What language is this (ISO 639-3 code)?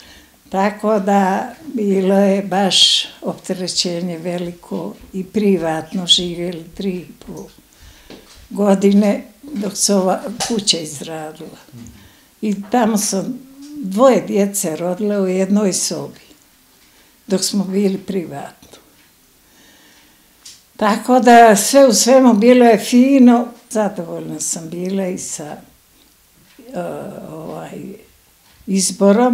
bos